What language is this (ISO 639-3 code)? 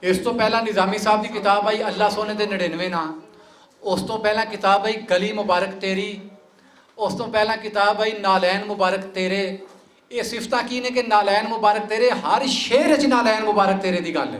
lah